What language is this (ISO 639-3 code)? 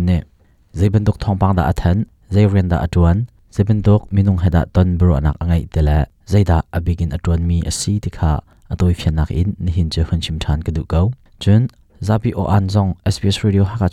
cnh